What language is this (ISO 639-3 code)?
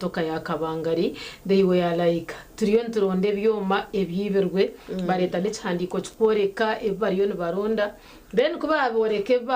nyn